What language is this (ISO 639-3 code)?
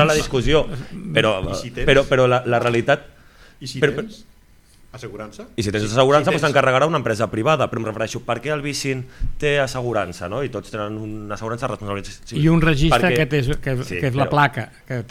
cat